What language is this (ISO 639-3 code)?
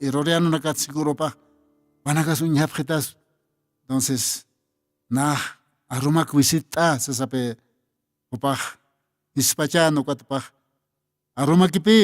aym